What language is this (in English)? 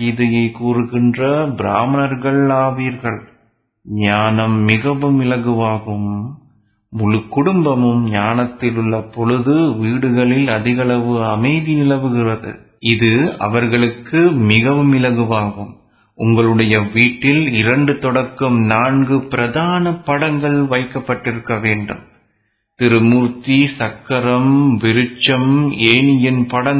Tamil